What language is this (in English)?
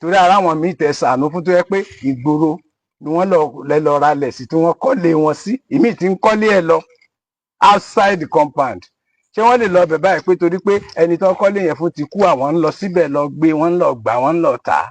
Yoruba